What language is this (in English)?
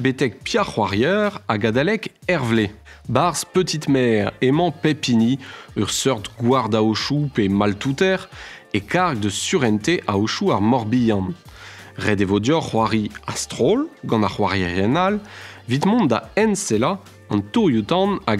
Breton